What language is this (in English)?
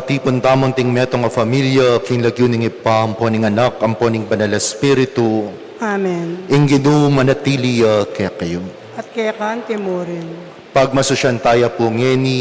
Pampanga